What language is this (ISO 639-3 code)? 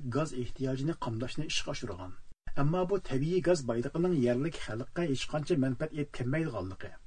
uig